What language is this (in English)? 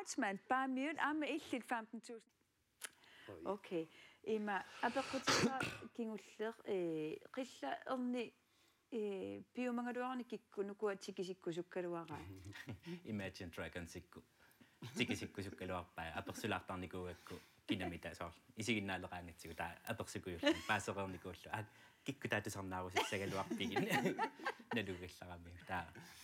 Kalaallisut